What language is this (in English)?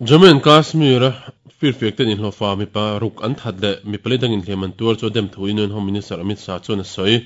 Mizo